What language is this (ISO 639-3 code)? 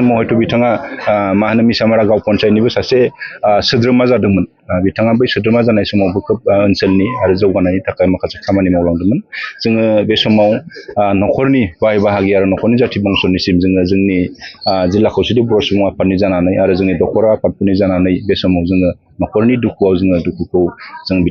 brx